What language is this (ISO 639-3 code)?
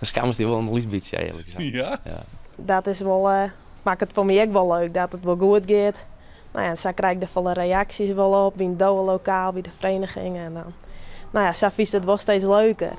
fry